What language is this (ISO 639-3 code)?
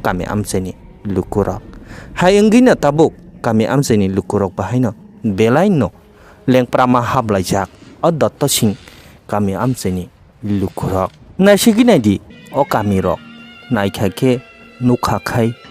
trp